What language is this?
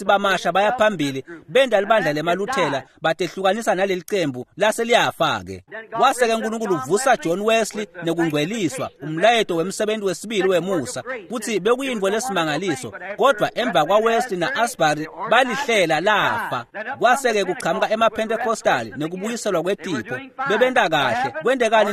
Swati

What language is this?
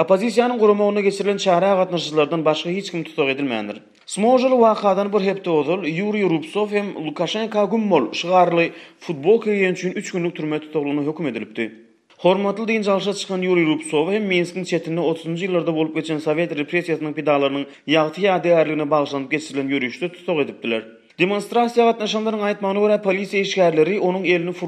Turkmen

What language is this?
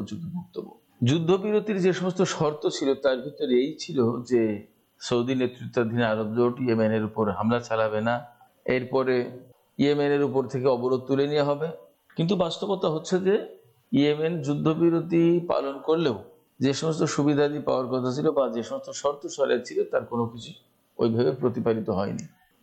Bangla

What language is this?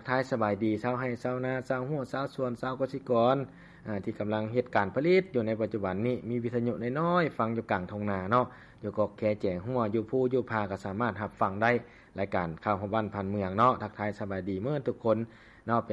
Lao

